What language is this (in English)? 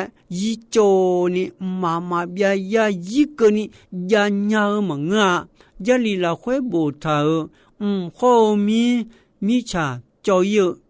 Akha